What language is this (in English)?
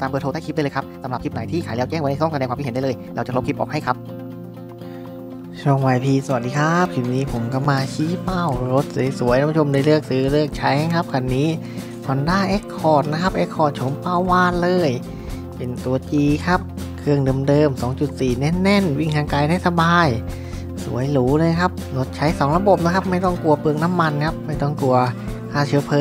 Thai